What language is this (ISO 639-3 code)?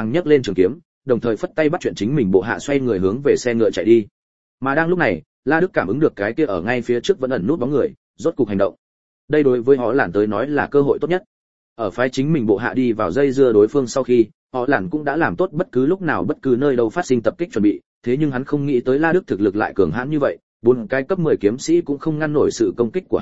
vie